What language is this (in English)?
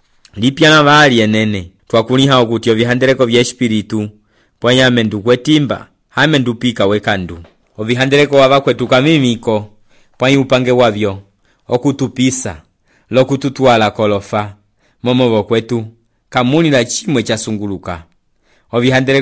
Umbundu